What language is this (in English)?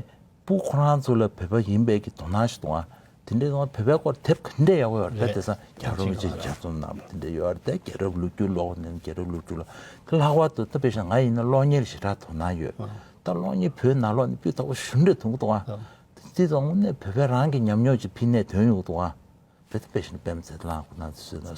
Tibetan